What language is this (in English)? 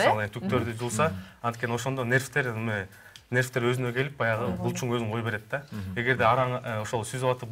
Kyrgyz